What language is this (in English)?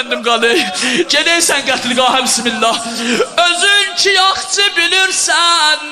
South Azerbaijani